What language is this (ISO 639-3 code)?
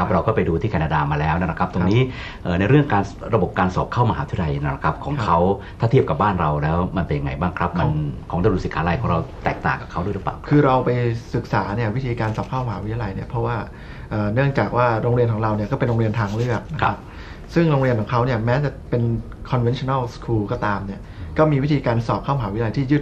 tha